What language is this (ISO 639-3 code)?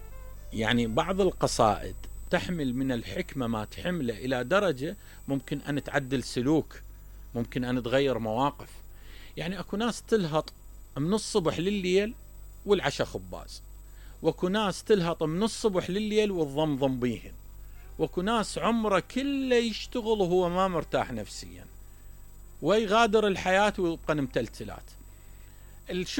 acm